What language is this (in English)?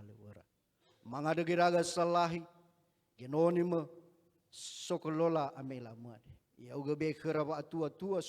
Nias